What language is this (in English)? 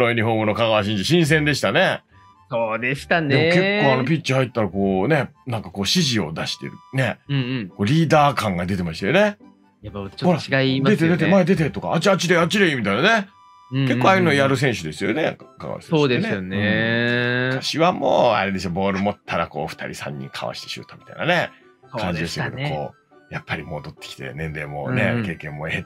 Japanese